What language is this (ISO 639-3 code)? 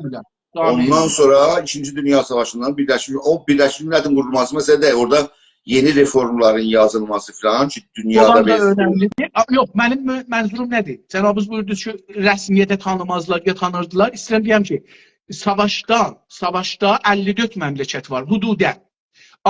azb